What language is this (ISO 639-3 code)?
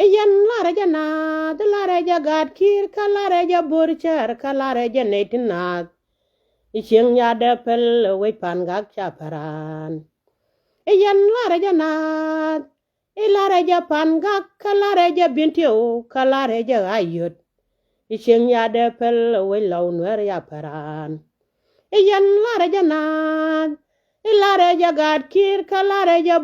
nus